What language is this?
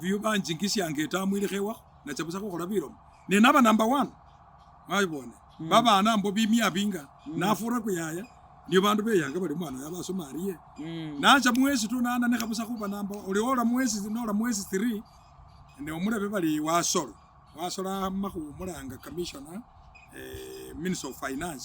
Masaaba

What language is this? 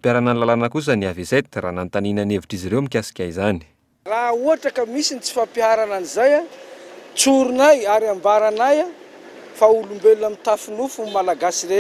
Malagasy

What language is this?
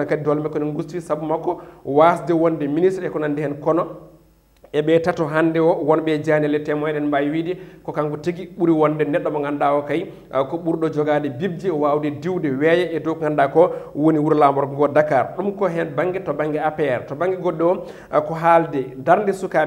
Fula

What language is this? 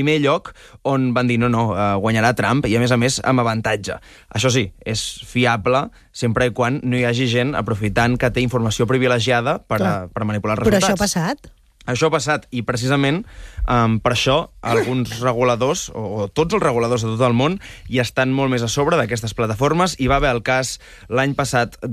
Catalan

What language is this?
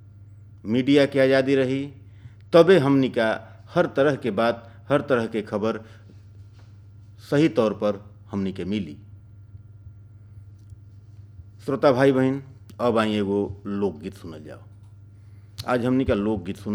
Bhojpuri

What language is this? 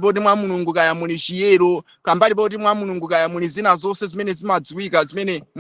Nyanja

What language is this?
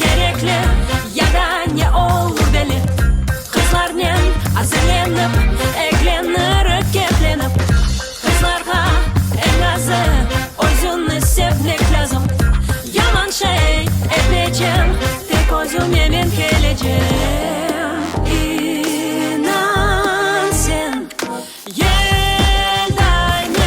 Crimean Tatar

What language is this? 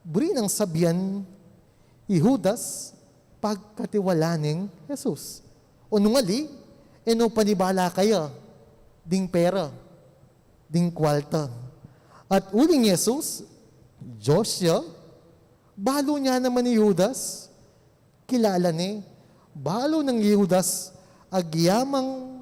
Pampanga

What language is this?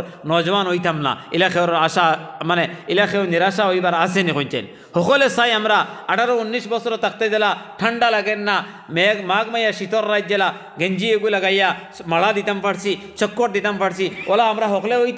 Sylheti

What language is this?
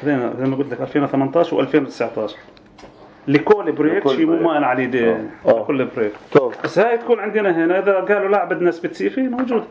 North Levantine Arabic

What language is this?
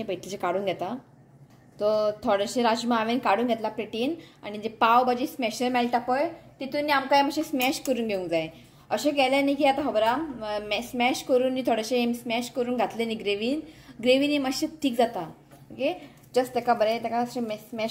Konkani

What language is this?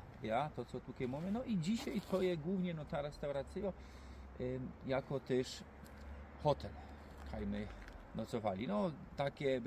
Silesian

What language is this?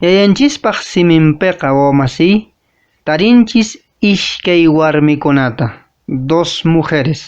Quechua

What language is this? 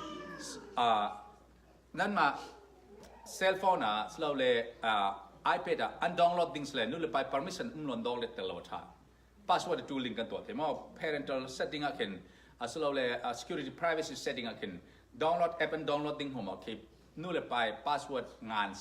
Falam Chin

